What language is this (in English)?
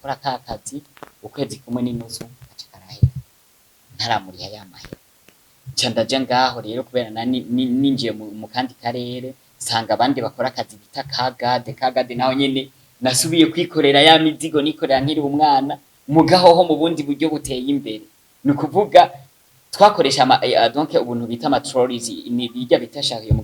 Rundi